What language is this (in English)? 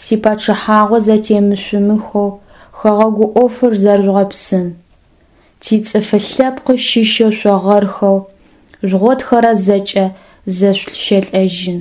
Adyghe